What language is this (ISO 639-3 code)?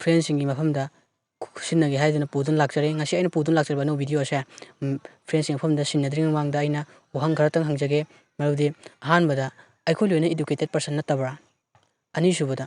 mni